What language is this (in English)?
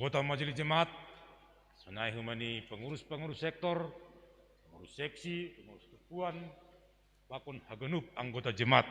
Batak Simalungun